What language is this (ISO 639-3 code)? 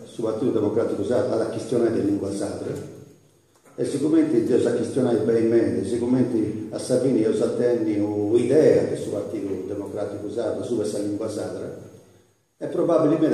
srd